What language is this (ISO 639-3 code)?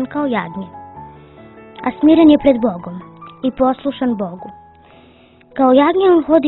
srp